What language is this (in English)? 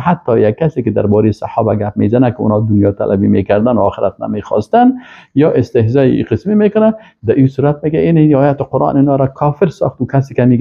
Persian